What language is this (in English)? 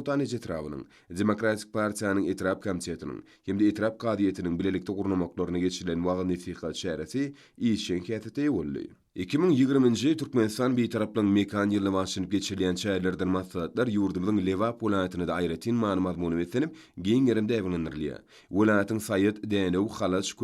Turkmen